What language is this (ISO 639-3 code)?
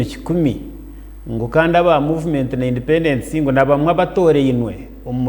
nyn